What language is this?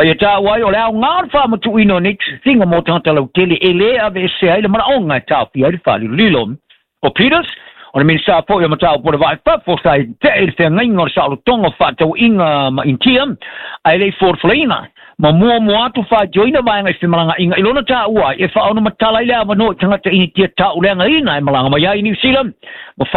Samoan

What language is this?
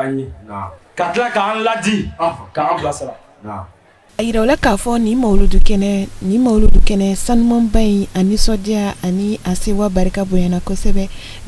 Bambara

